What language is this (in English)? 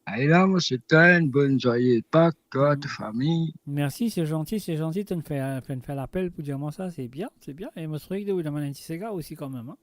Morisyen